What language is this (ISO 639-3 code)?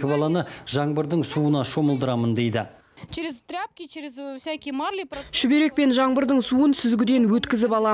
kaz